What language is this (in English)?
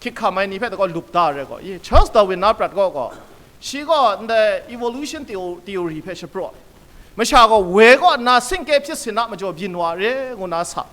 Kachin